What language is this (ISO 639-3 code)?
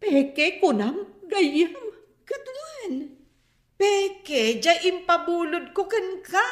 ilo